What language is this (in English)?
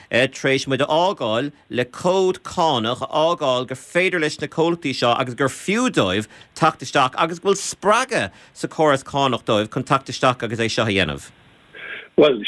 Irish